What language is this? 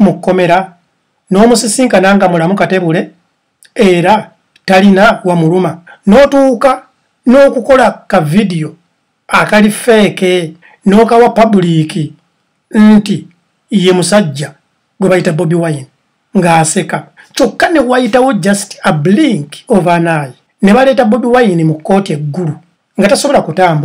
Ganda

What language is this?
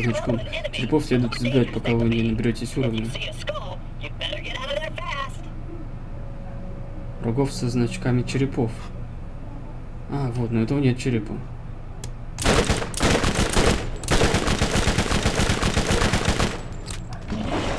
Russian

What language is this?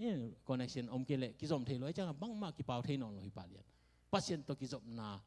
Tedim Chin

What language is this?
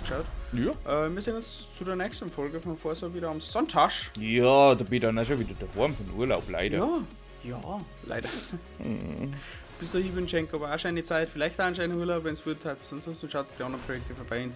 Bavarian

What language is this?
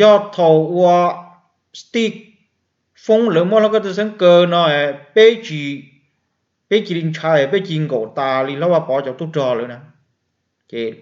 Hmong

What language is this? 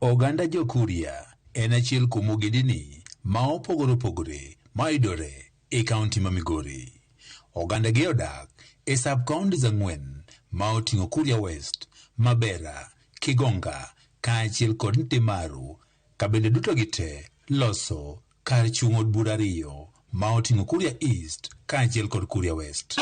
Luo (Kenya and Tanzania)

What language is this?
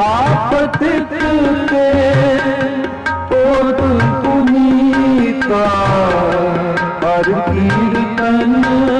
Hindi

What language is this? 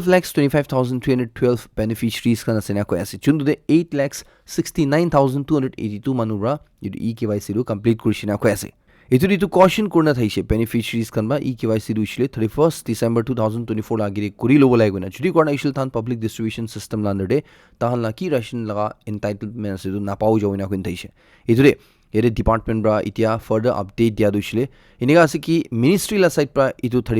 Naga Pidgin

